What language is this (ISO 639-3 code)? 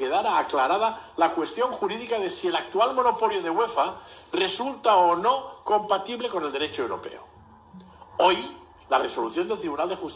spa